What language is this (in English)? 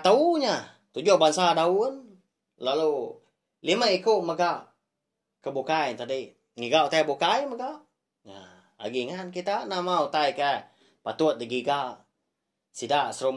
Iban